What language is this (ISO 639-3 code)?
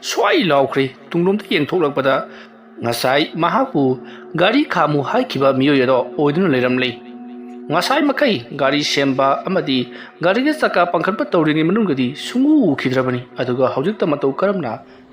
mni